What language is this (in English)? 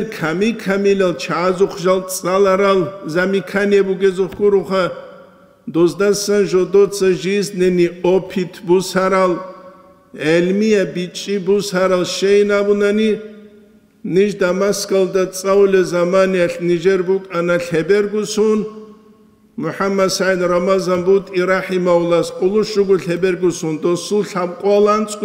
Avaric